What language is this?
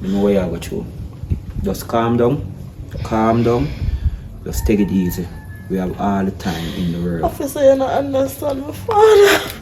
Jamaican Creole English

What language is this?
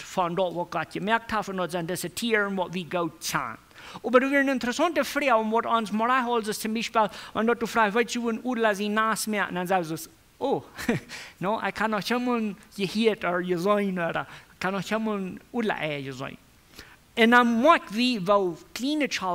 Plautdietsch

